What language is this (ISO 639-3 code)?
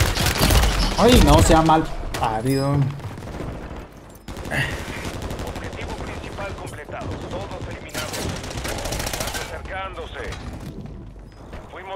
spa